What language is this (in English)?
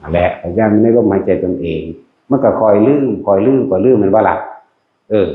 Northeastern Thai